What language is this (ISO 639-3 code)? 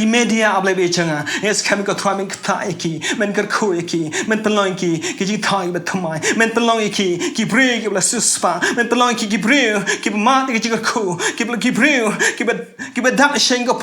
kha